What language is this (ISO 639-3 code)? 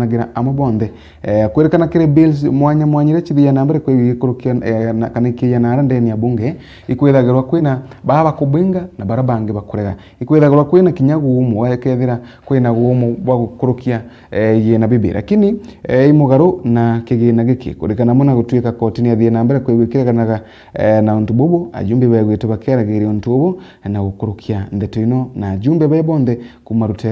mer